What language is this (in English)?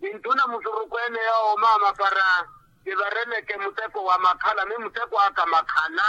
Makhuwa